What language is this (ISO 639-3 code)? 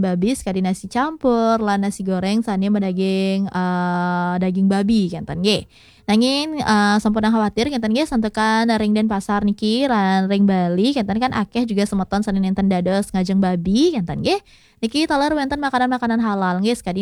ban